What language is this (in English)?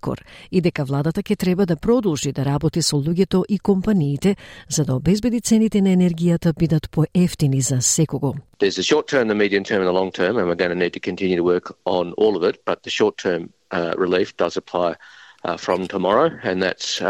Macedonian